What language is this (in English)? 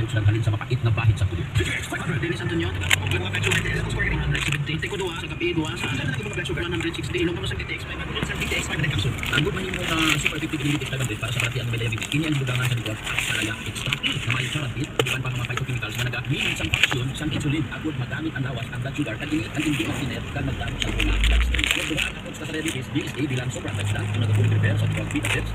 Hiligaynon